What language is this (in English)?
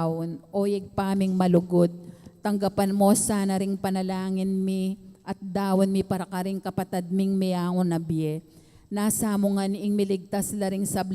Pampanga